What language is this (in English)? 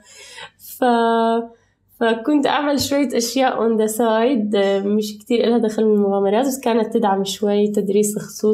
North Levantine Arabic